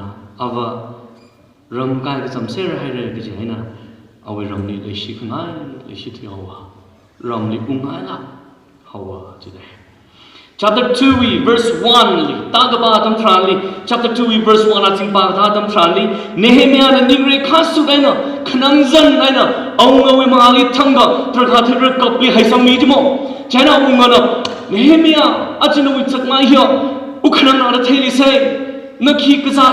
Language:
Tangkhul Naga (India)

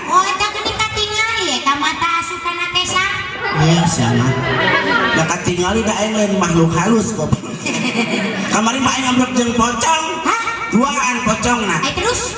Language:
Sundanese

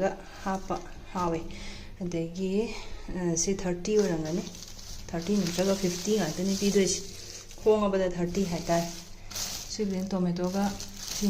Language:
Manipuri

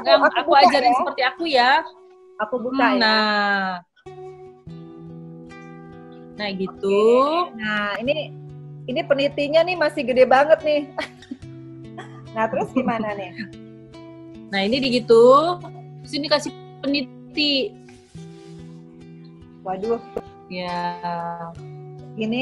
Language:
Indonesian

